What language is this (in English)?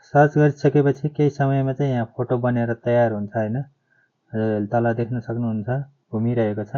Nepali